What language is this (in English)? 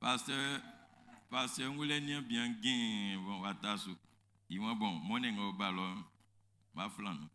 Baoulé